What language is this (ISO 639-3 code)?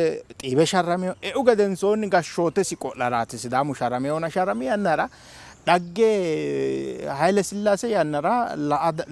sid